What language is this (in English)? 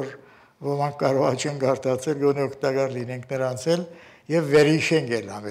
Armenian